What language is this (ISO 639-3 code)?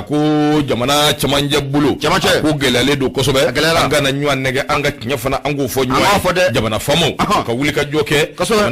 bam